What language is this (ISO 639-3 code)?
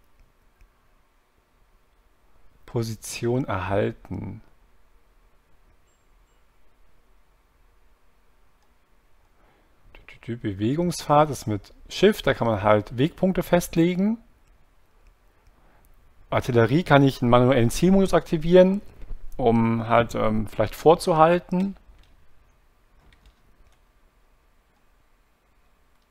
deu